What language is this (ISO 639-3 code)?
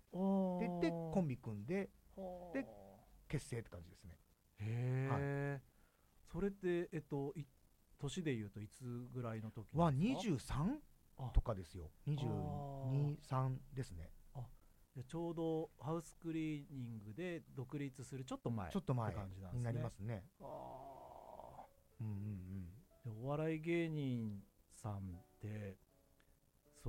jpn